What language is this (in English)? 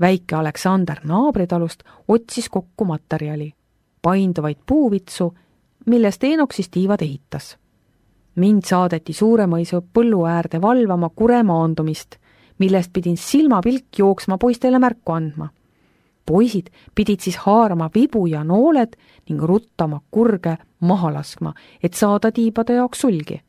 Estonian